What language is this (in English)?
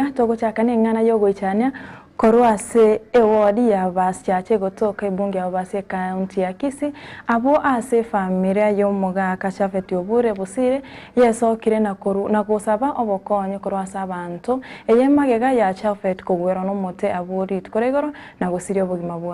Gusii